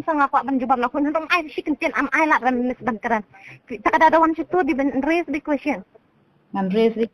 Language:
Khasi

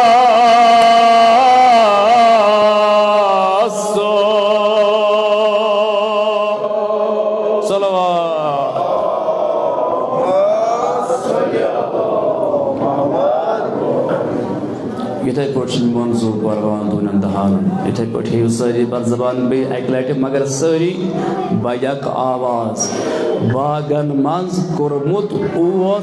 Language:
Kashmiri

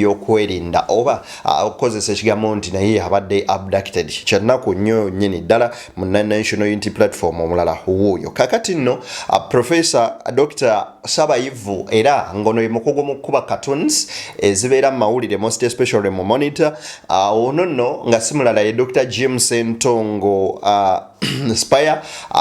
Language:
Ganda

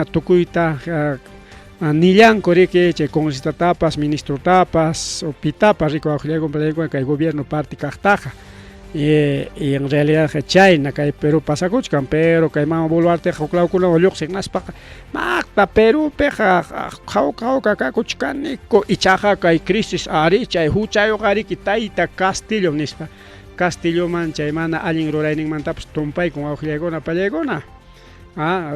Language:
Ayacucho Quechua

